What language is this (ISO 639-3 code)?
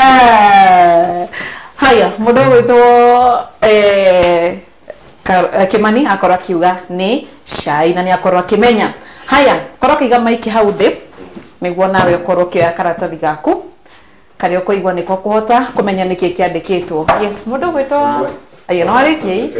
kik